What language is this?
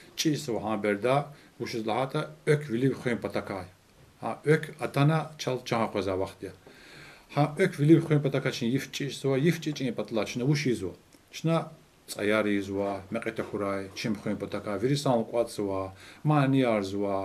Lezghian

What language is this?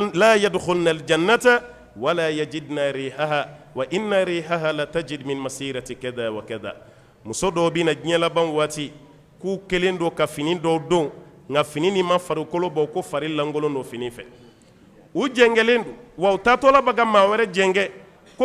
Bambara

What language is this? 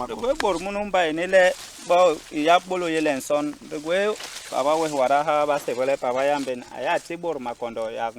Basaa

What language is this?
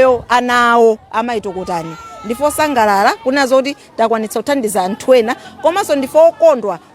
Nyanja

